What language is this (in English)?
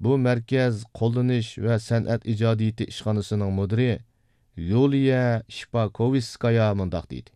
Uyghur